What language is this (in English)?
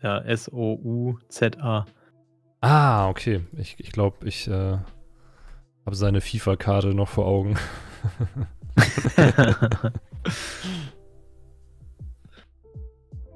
German